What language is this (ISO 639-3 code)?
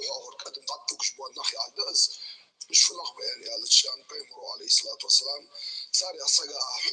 inh